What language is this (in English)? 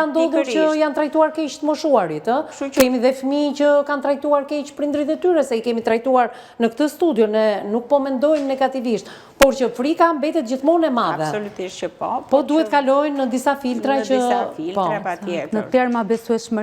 Albanian